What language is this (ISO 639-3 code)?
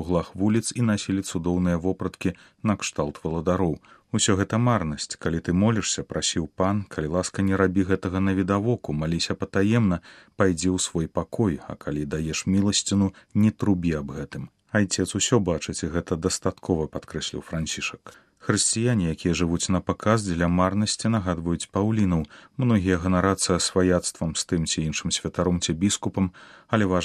bel